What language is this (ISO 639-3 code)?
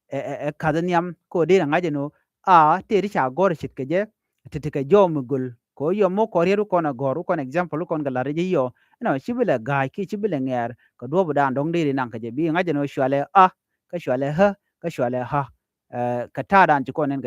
nus